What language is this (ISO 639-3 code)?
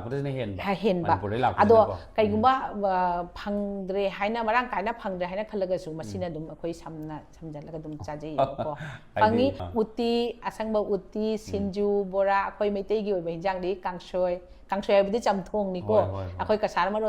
mni